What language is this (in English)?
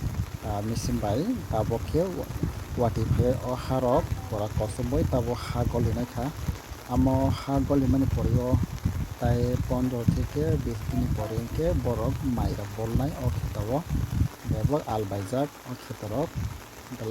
Kok Borok